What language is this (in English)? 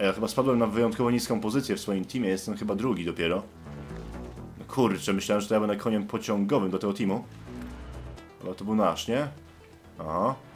Polish